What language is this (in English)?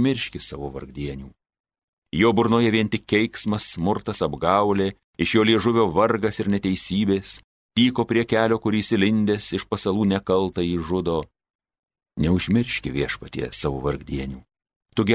Lithuanian